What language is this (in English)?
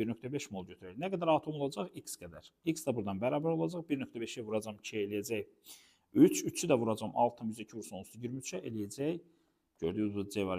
Azerbaijani